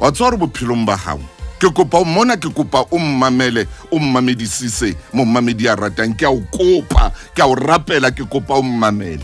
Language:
Southern Sotho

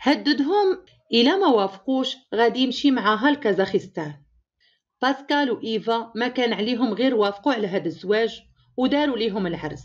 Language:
Moroccan Arabic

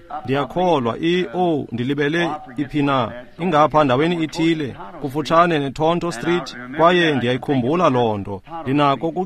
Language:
Xhosa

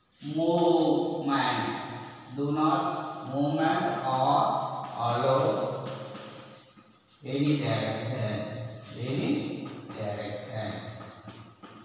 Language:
English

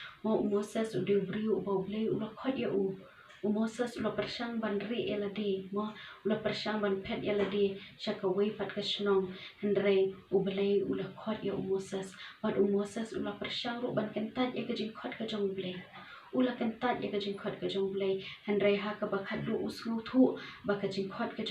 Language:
Khasi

